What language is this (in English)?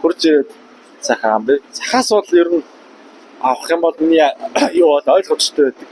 Mongolian